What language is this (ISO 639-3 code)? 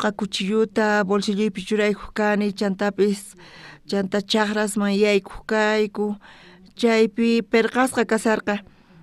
quh